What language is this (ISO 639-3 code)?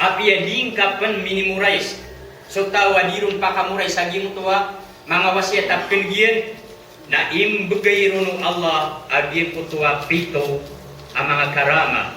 mrw